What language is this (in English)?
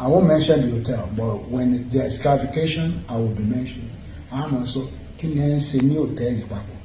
Yoruba